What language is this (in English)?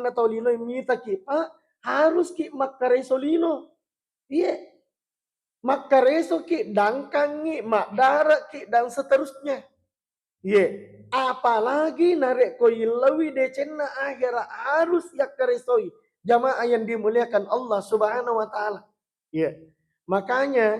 Buginese